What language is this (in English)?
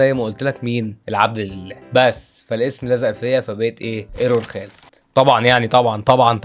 Egyptian Arabic